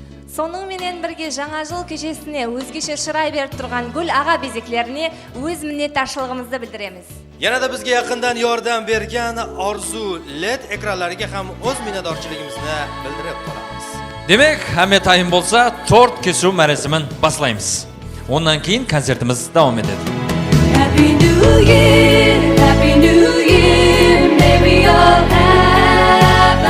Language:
Kara-Kalpak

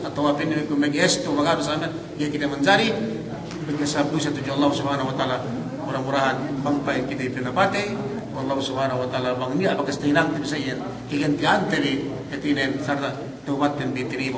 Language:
Yakan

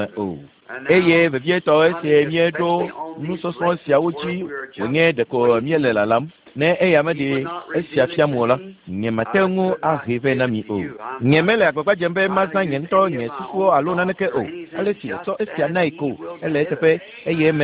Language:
Ewe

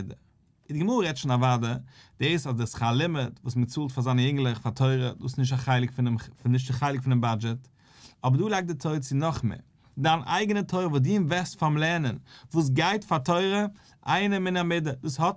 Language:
Yiddish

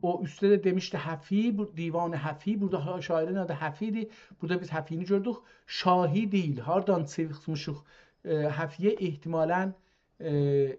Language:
South Azerbaijani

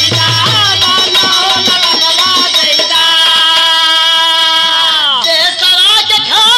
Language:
Bhojpuri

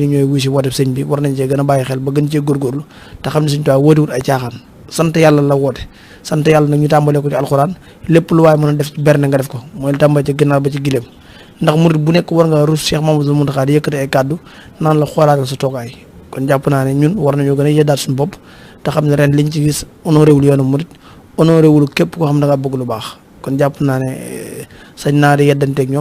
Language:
Wolof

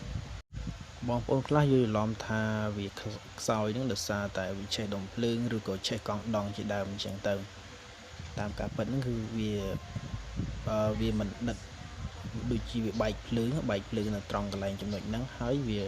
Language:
Khmer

